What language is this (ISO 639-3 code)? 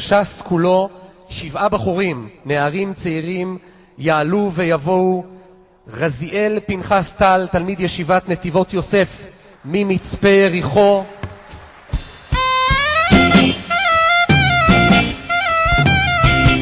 heb